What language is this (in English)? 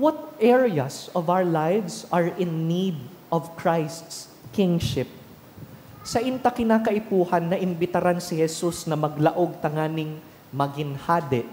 Bikol